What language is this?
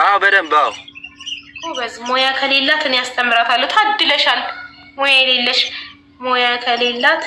Amharic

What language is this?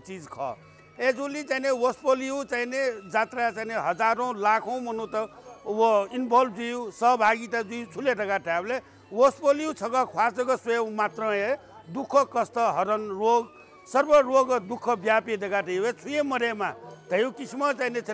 Newari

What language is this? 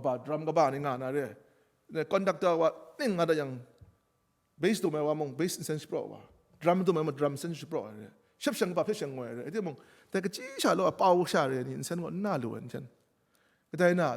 Kachin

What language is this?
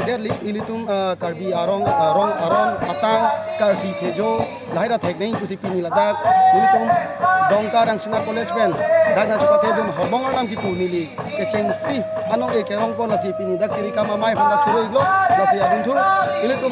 Karbi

